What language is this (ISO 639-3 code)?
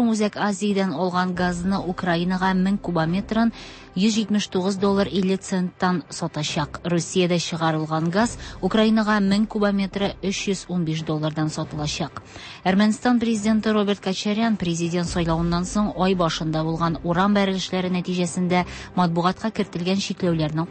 tat